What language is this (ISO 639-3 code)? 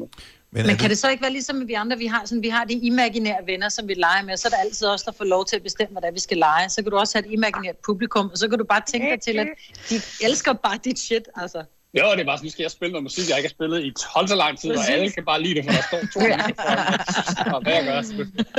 dan